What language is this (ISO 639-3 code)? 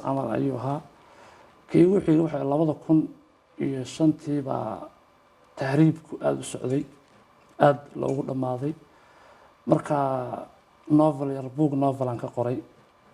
som